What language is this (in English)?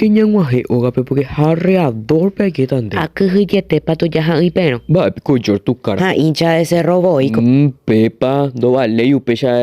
Guarani